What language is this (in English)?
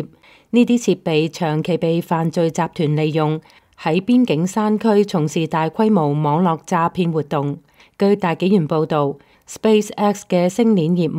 Cantonese